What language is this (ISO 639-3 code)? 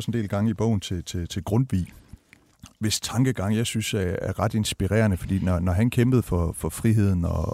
dan